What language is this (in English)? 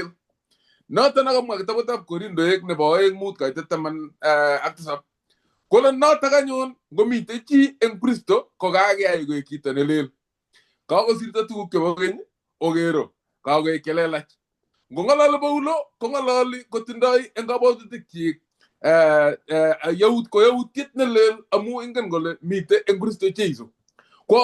Kalenjin